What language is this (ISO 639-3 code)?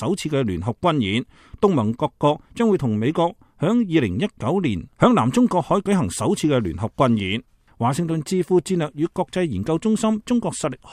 yue